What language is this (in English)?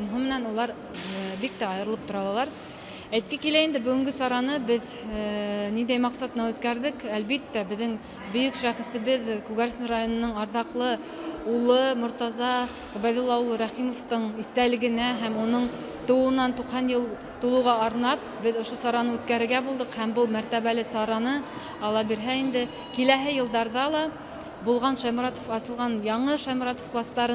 Bashkir